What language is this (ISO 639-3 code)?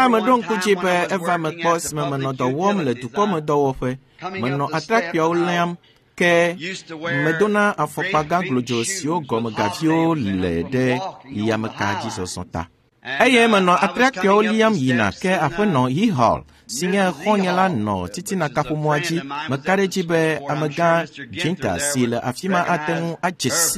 ewe